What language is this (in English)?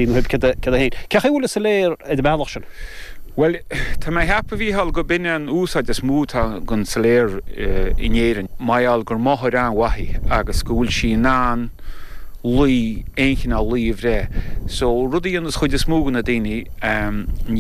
Irish